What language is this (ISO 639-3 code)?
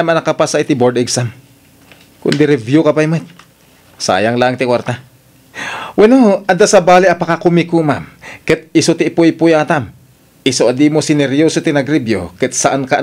ilo